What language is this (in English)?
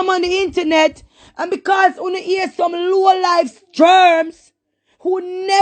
Jamaican Creole English